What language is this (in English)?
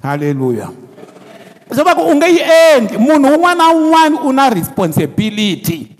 Tsonga